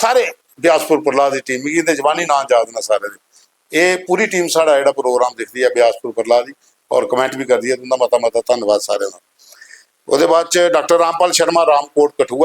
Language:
Dogri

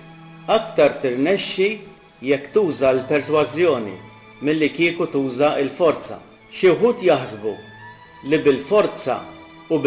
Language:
Maltese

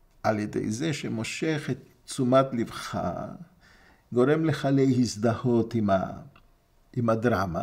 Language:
Hebrew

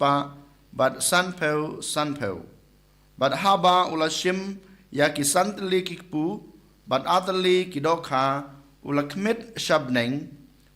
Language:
Khasi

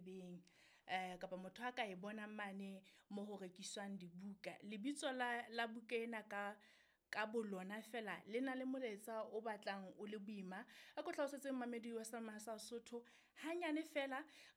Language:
Southern Sotho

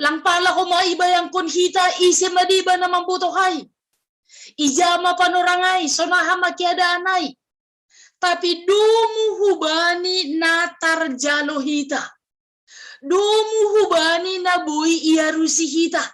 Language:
Batak Simalungun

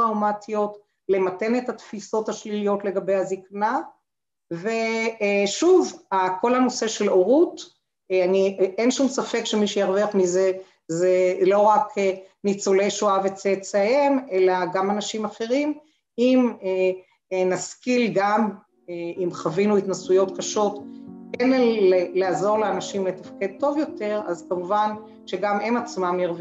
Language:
Hebrew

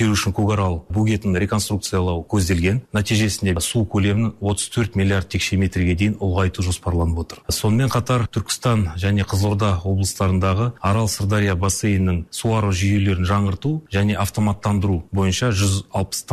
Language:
Kazakh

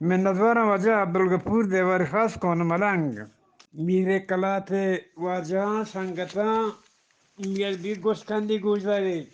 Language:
Eastern Balochi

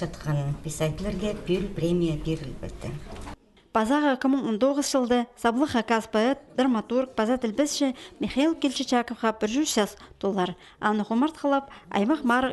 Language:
Khakas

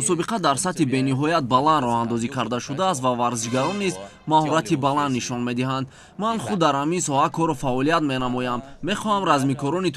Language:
Tajik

